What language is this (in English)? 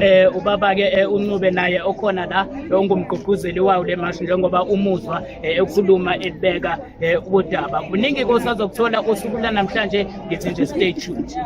Zulu